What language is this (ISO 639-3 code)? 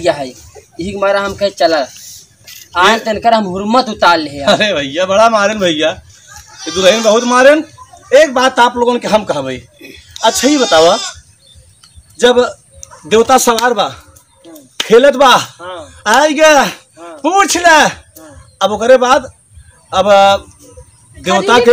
bho